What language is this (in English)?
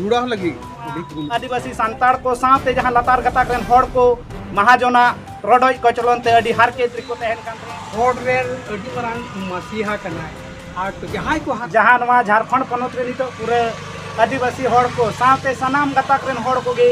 Santali